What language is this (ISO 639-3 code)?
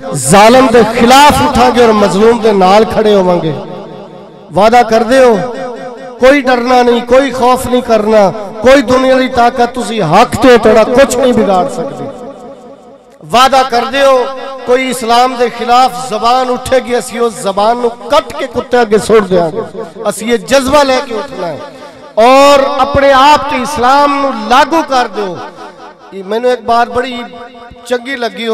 lah